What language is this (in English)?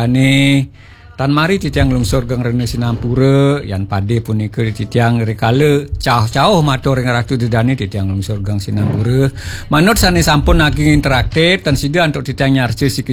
Balinese